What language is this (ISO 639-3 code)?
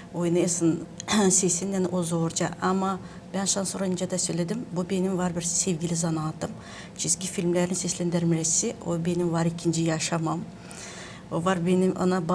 gag